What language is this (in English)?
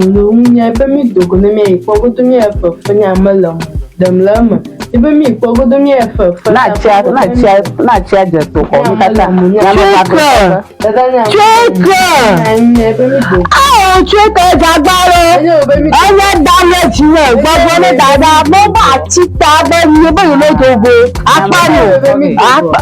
Ewe